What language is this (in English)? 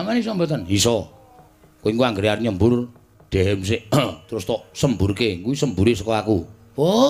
Javanese